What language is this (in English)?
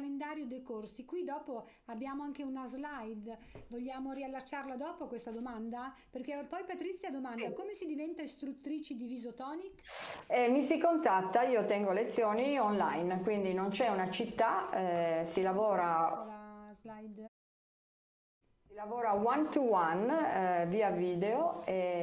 Italian